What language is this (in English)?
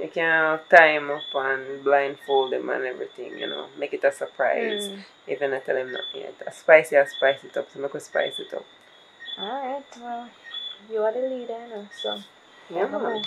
Jamaican Creole English